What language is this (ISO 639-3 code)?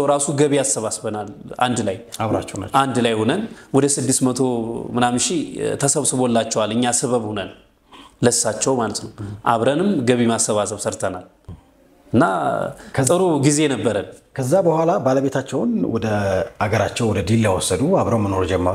amh